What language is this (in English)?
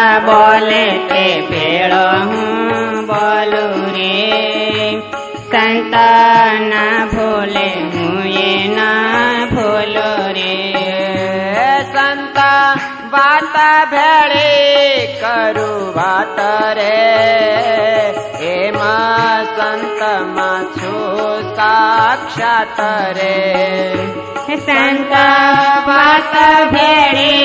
Gujarati